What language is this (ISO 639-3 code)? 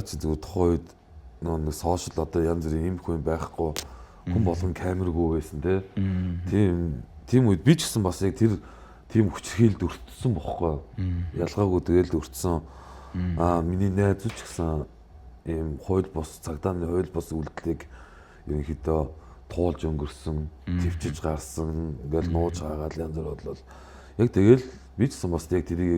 mon